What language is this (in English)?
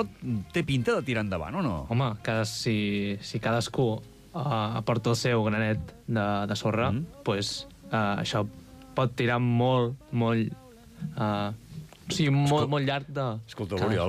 Catalan